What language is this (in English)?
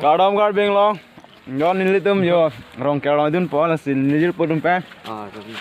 Karbi